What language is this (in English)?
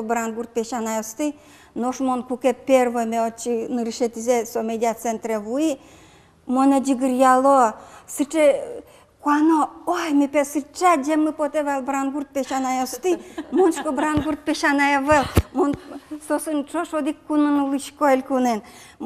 Udmurt